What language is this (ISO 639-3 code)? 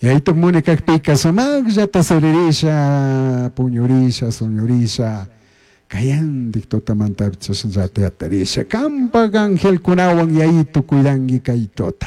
qug